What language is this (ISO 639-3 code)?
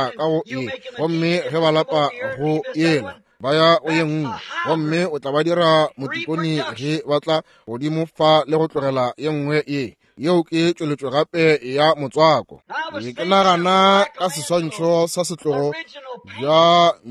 nso